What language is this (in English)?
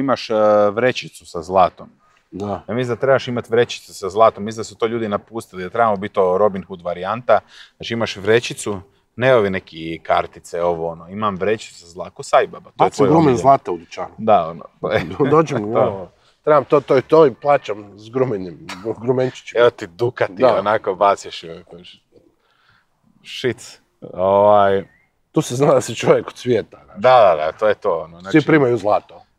Croatian